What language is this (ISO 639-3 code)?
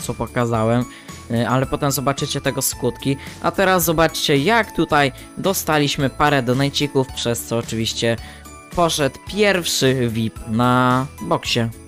pol